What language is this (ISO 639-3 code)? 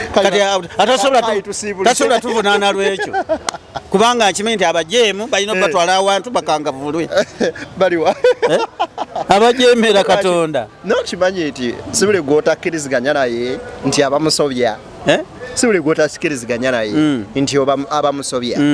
lug